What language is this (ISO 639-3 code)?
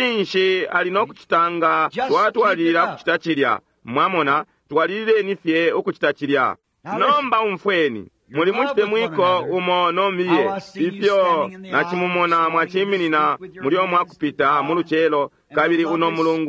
bem